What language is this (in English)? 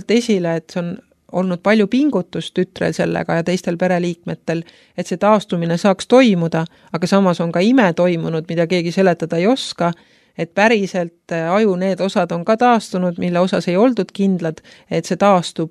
Estonian